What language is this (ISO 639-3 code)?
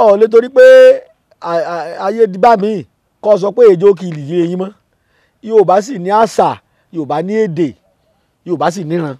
yor